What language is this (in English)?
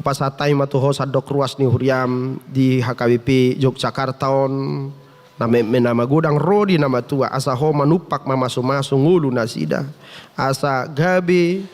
Batak Toba